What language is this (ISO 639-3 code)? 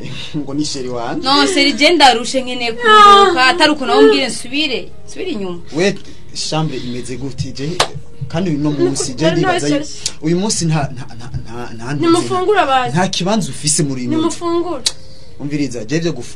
run